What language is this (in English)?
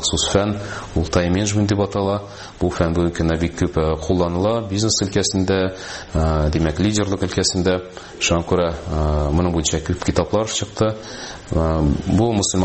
Tatar